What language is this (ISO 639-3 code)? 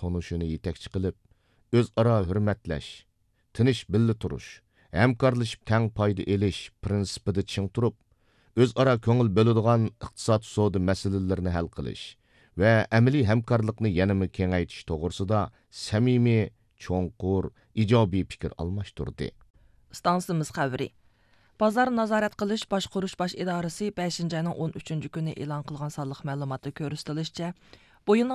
uig